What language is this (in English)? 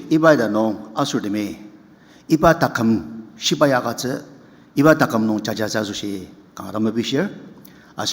Ao Naga